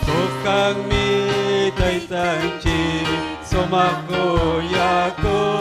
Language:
Ayacucho Quechua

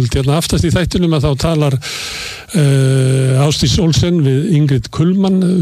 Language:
Icelandic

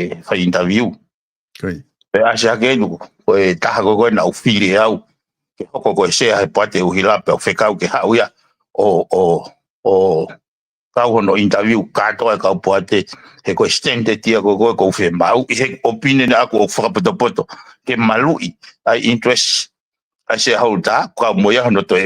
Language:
Tongan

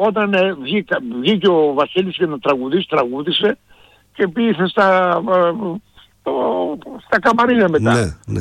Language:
Greek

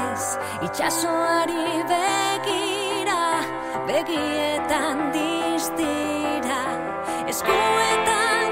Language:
Basque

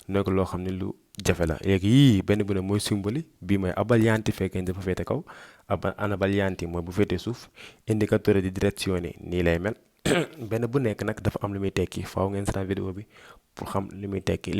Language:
Wolof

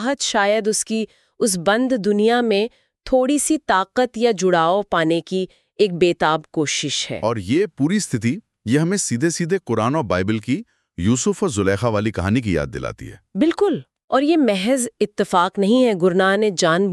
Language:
Hindi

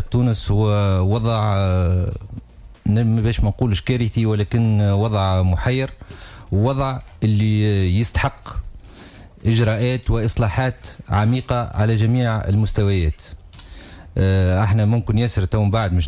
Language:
Tunisian Arabic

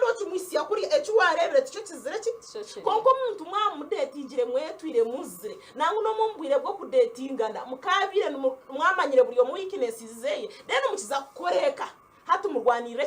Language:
Nyankole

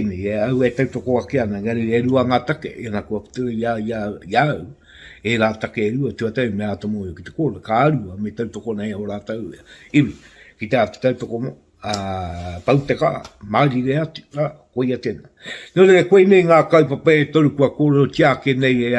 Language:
Māori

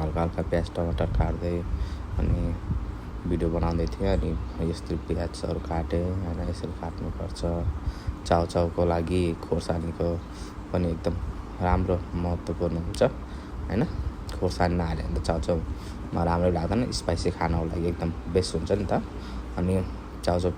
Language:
Nepali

